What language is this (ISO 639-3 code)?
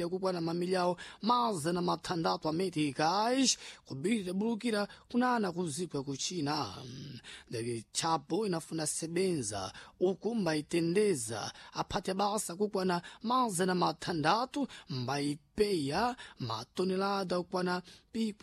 seh